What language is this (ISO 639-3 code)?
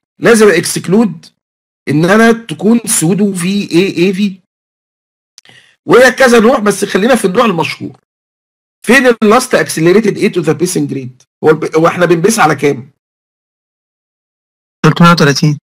arz